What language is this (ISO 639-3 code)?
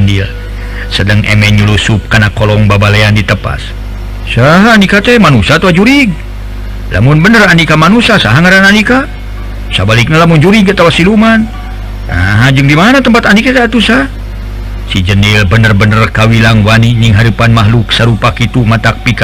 sun